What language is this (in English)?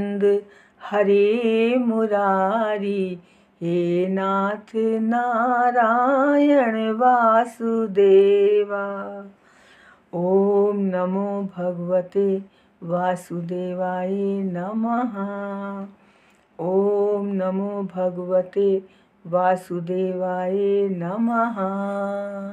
Hindi